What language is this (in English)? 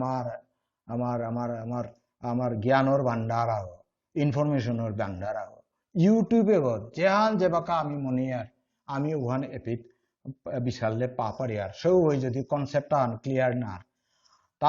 Bishnupriya